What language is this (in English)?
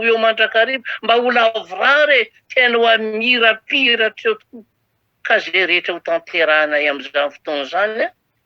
Malagasy